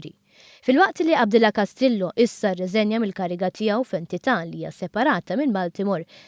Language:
Maltese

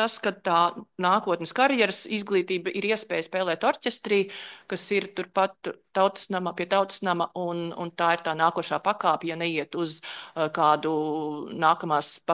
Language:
Latvian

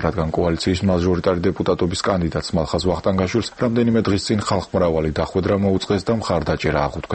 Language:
Georgian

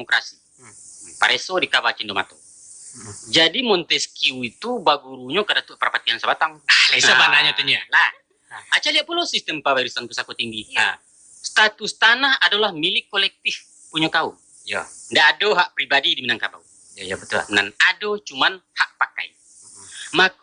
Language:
Minangkabau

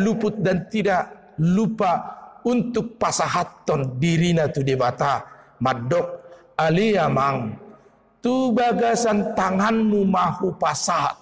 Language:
Batak Toba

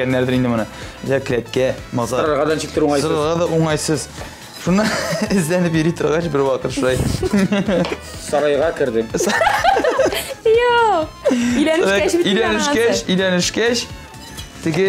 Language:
Kazakh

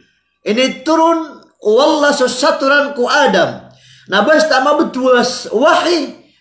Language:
Maranao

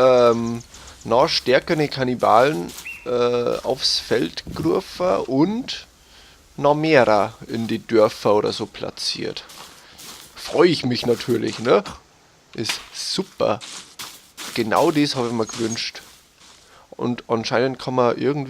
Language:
Bavarian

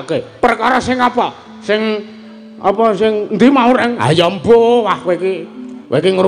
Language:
Javanese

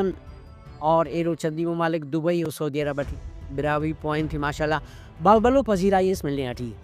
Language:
Brahui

